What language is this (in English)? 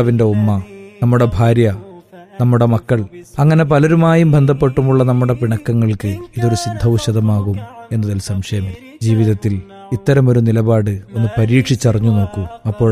Malayalam